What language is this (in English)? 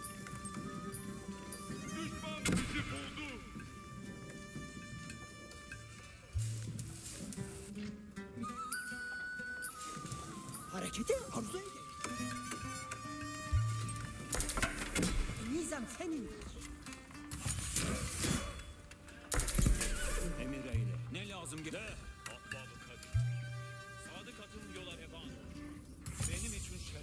Turkish